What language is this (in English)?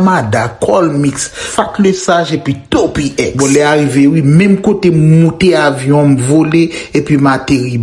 Haitian Creole